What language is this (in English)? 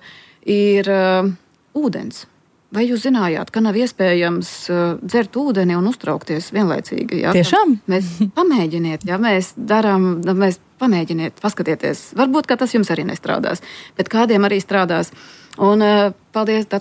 Latvian